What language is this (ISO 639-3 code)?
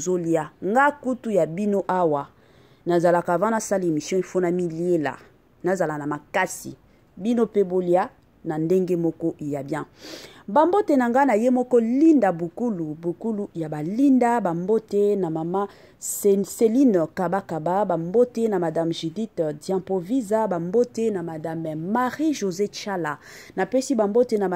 lin